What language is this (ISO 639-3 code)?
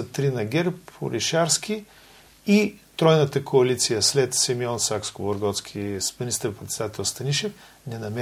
bul